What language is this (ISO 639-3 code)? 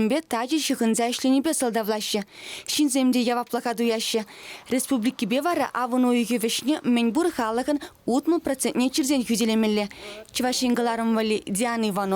chv